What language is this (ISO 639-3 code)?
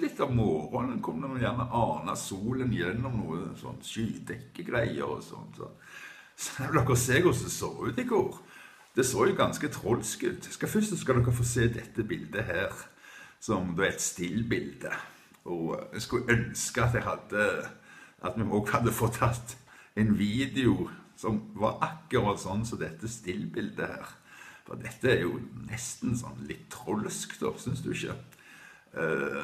nor